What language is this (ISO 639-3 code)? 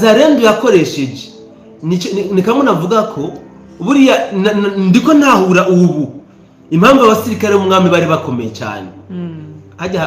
run